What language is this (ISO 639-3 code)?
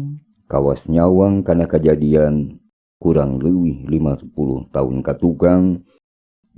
sun